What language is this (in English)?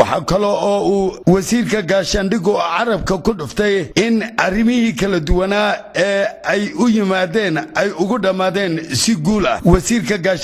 Somali